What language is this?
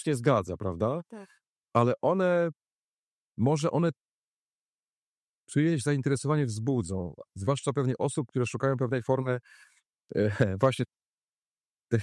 Polish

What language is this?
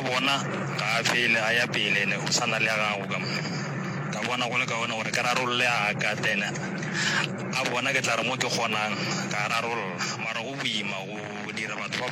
Northern Sotho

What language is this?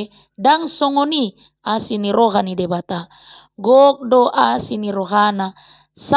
Batak Toba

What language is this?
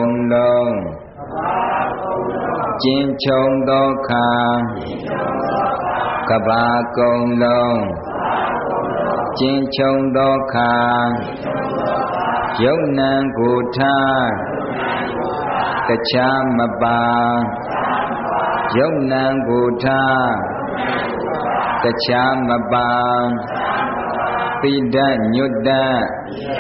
Burmese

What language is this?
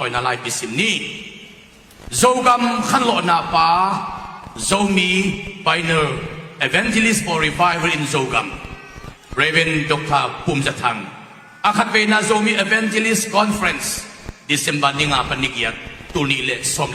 Tedim Chin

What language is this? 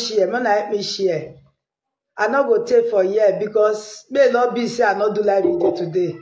Nigerian Pidgin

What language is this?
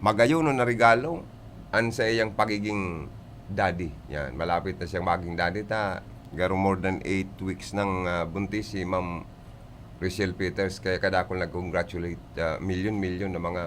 Bikol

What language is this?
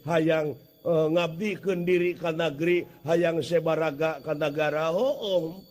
Sundanese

